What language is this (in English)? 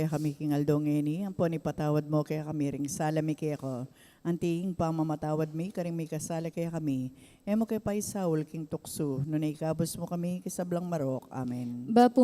Pampanga